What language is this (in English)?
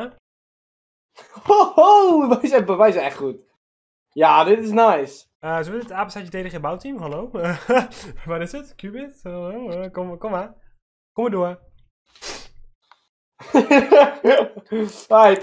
Dutch